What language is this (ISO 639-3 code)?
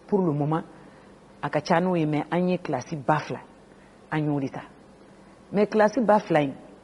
bam